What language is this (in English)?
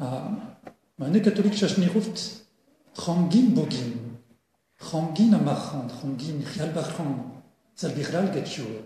Breton